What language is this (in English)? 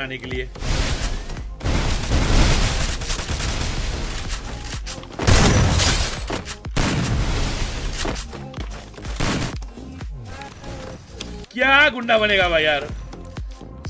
Hindi